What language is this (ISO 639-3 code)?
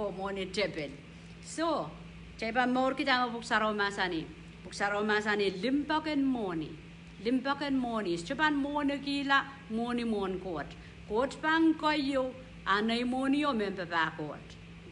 pon